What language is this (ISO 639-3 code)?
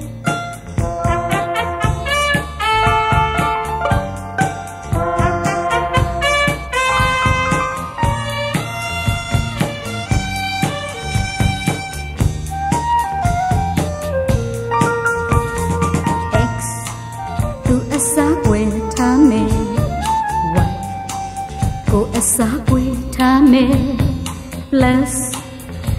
mya